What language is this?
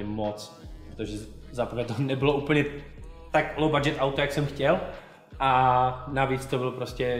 Czech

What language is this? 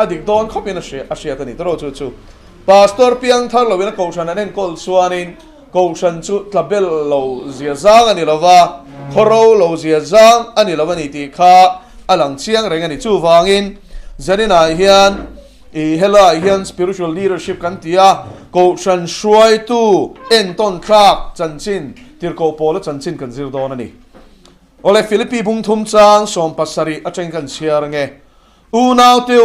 Mizo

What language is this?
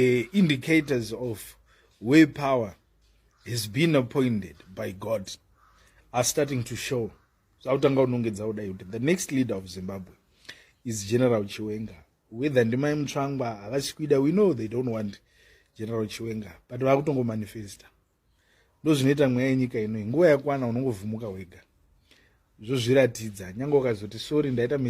Shona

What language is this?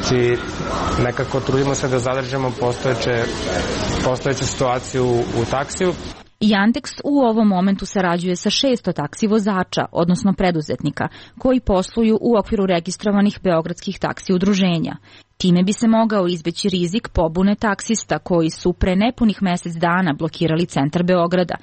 Serbian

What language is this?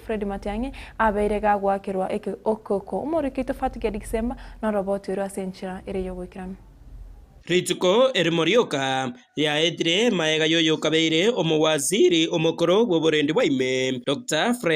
Gusii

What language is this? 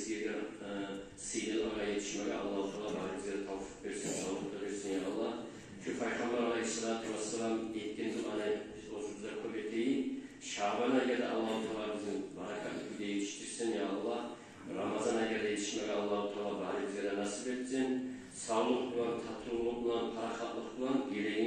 Kumyk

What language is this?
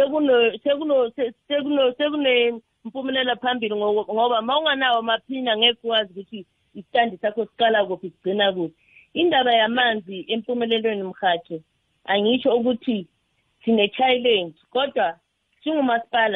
South Ndebele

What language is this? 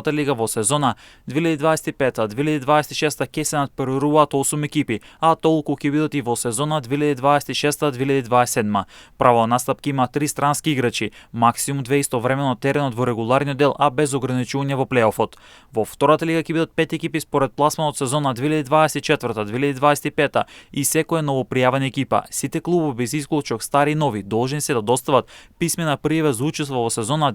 Macedonian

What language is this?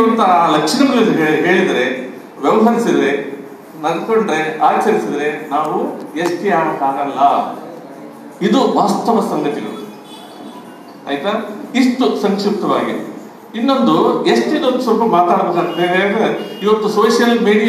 Kannada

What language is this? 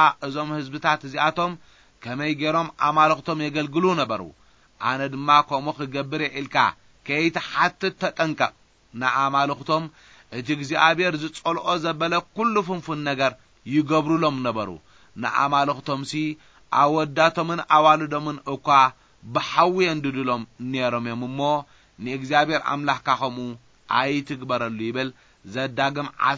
Tigrinya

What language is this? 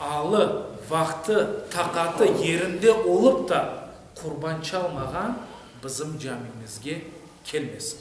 Crimean Tatar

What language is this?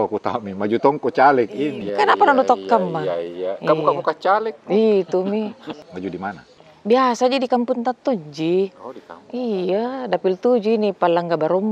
Makassar Malay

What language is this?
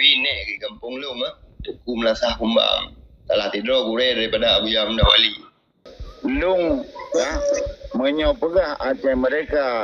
Achinese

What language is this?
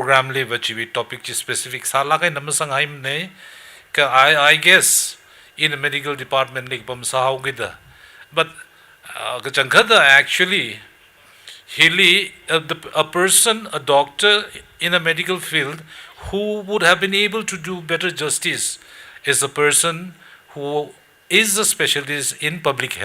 Tangkhul Naga (India)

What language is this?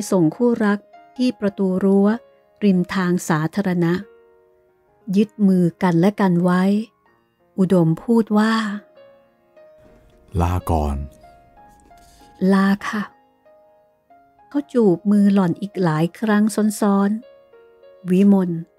Thai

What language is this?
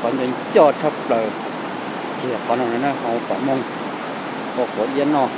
Hmong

